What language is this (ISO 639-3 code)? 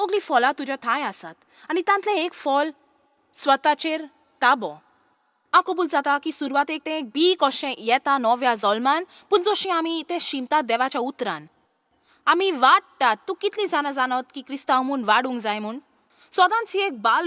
kok